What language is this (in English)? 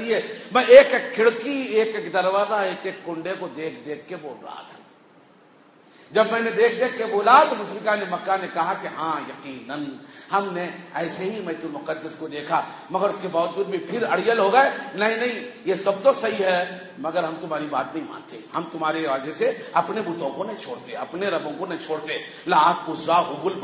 Urdu